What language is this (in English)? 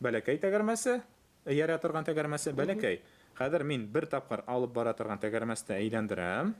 Bashkir